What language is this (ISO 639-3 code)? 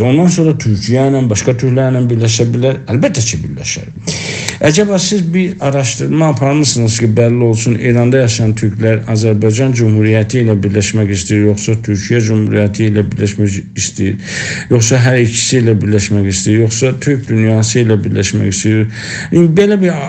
azb